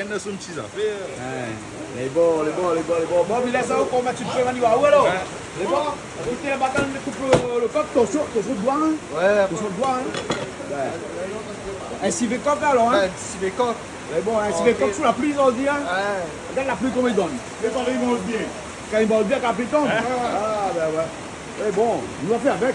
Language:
Réunion Creole French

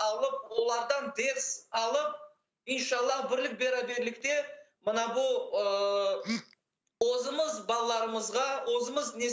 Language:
Crimean Tatar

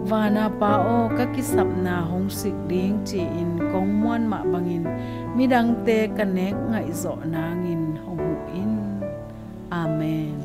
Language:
Tedim Chin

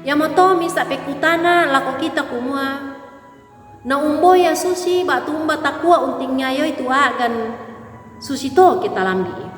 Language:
Toraja-Sa'dan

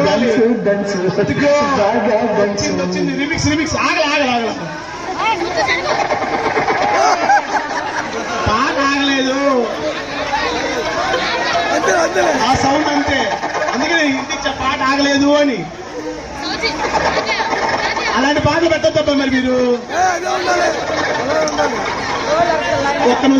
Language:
Telugu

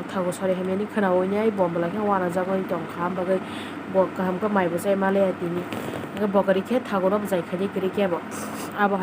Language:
Kok Borok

